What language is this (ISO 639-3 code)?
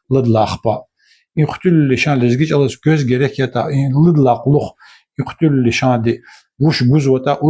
lez